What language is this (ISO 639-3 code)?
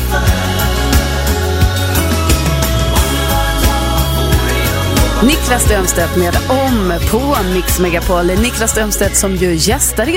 swe